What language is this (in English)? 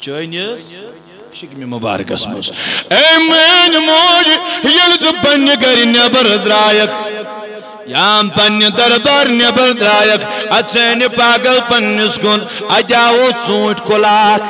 Kashmiri